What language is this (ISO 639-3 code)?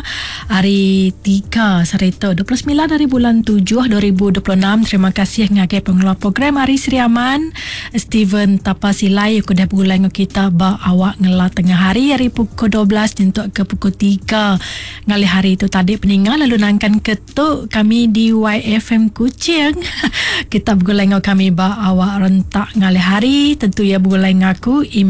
iba